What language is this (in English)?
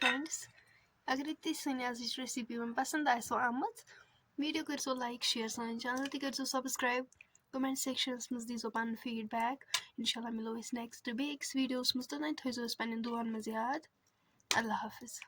Kashmiri